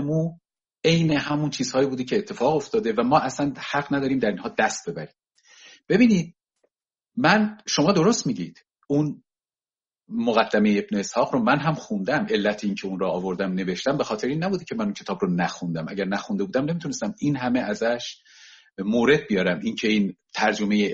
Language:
Persian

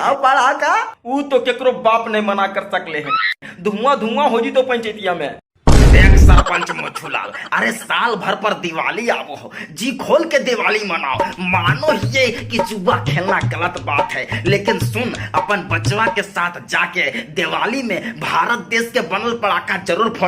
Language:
Magahi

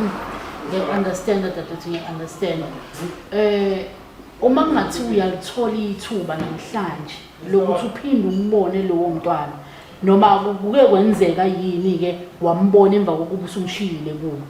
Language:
Zulu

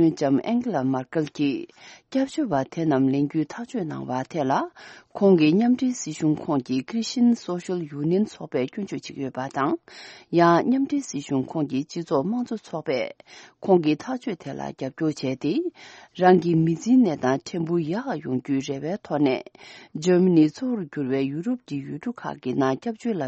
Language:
Tibetan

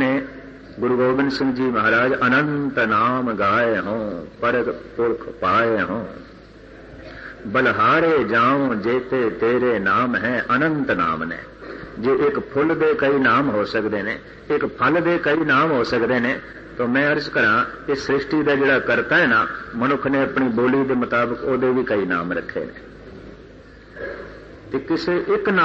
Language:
Punjabi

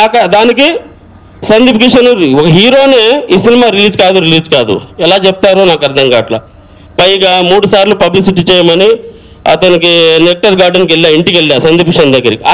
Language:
Telugu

